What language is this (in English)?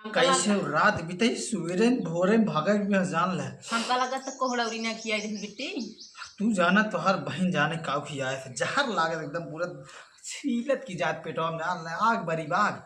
Awadhi